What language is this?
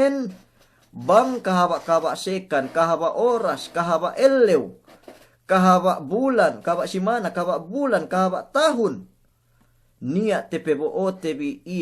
Yakan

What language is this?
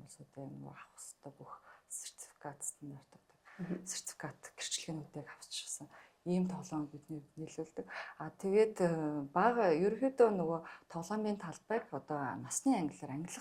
Mongolian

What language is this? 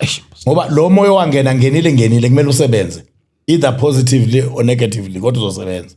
Zulu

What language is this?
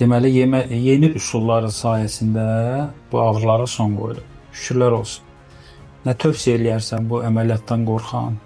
Azerbaijani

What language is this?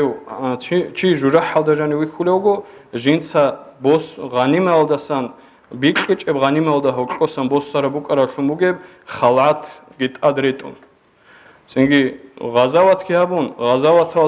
Avaric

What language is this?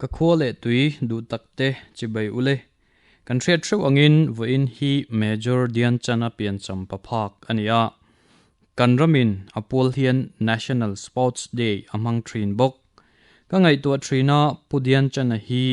Mizo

